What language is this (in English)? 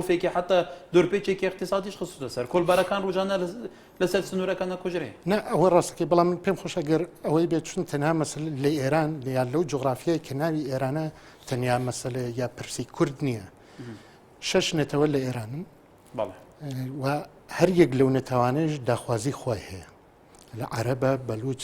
Central Kurdish